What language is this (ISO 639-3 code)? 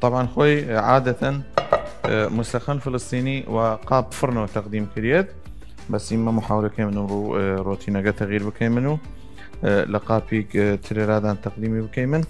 sdh